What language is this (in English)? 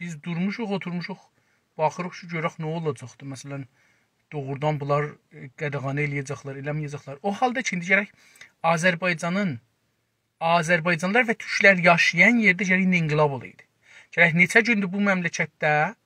South Azerbaijani